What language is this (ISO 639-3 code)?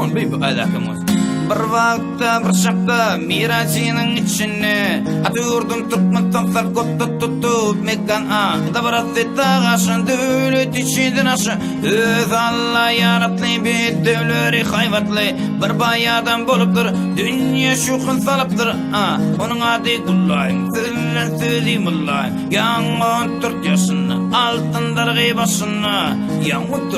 tuk